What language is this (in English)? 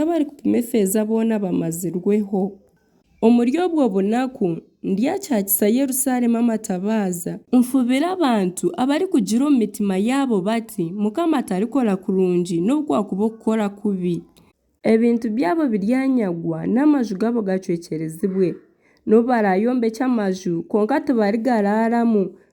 Nyankole